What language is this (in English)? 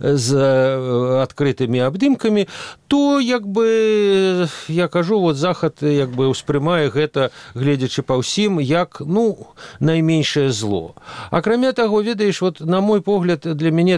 Belarusian